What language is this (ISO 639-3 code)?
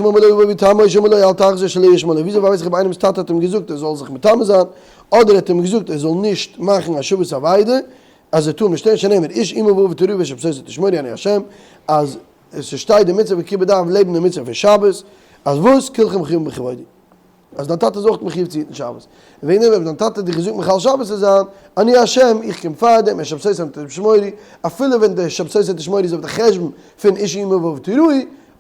yid